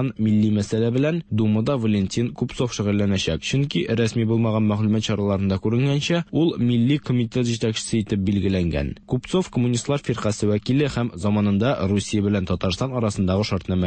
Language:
Tatar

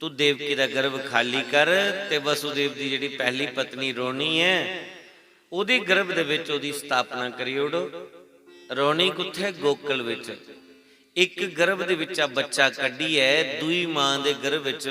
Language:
Dogri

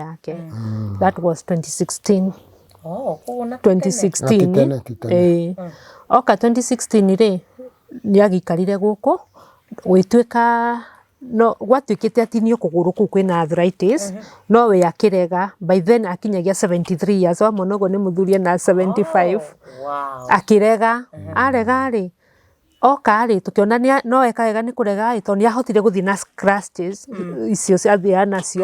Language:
Kikuyu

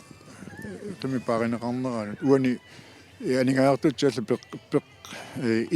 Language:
Kalaallisut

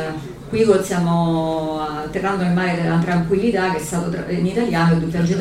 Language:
Italian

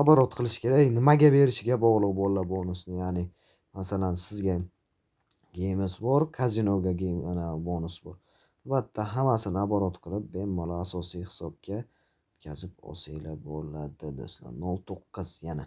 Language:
Uzbek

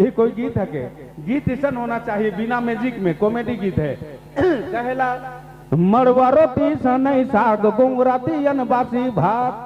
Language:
Sadri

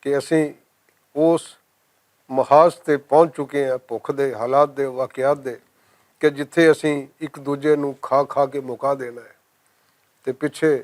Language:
Western Panjabi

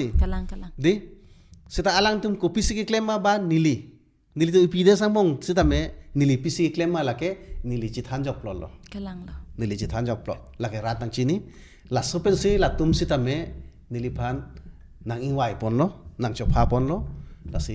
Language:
Karbi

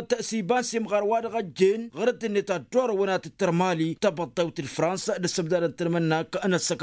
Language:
Tamasheq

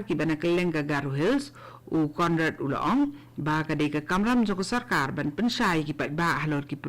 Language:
Khasi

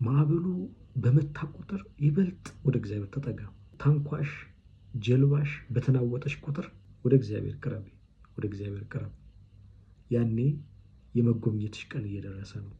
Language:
Amharic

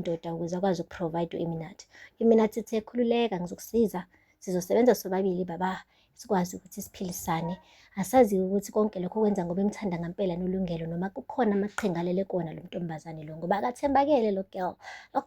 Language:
Zulu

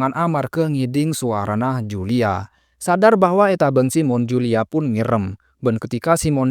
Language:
Madurese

